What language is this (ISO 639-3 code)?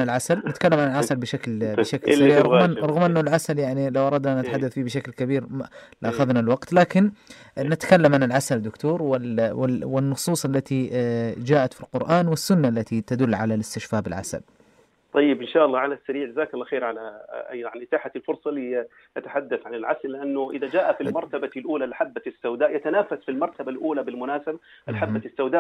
ars